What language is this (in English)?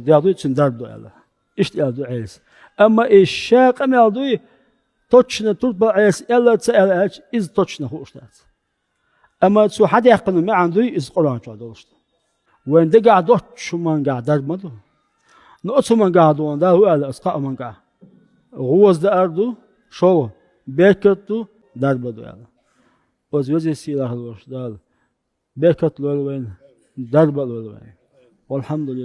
Chechen